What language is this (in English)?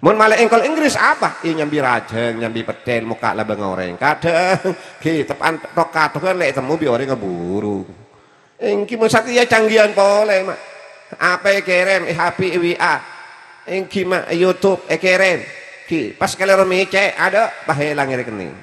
Madurese